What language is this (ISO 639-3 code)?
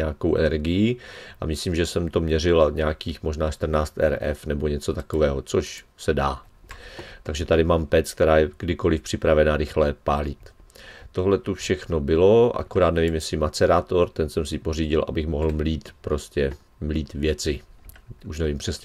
ces